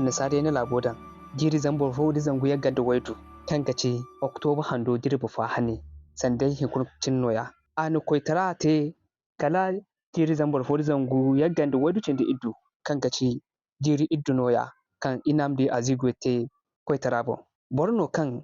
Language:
Zarma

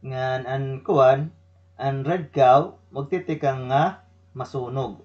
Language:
Waray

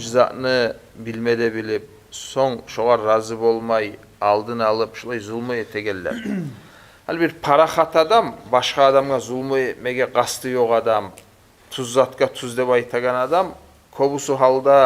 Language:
Kumyk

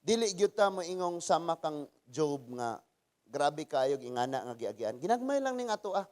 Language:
Cebuano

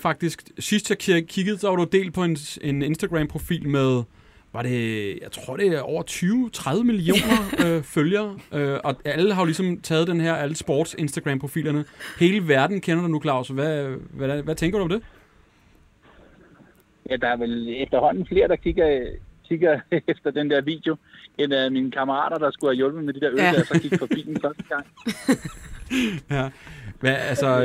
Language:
Danish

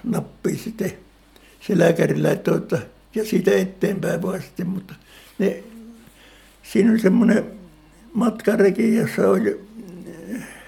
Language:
Finnish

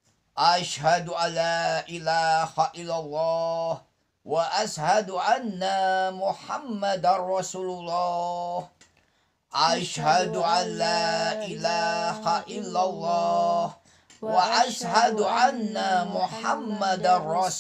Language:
Sundanese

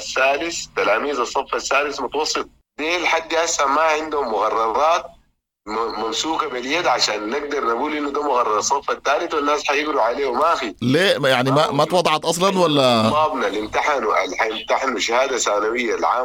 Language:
Sudanese Arabic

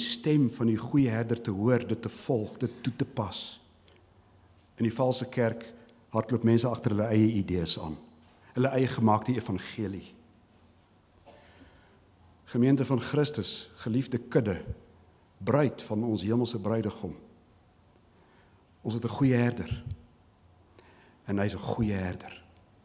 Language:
Afrikaans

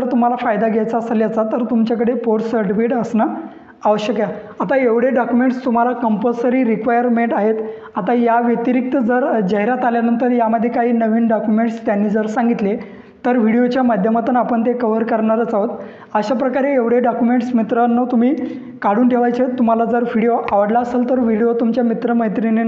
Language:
Marathi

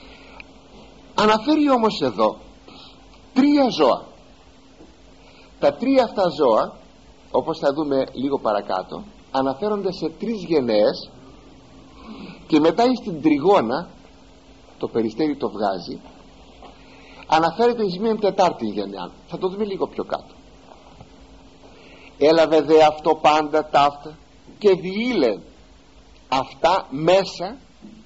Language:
Greek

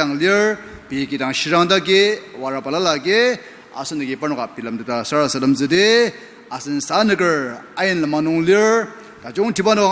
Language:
Ao Naga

